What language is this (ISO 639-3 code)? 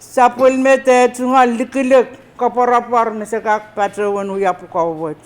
pon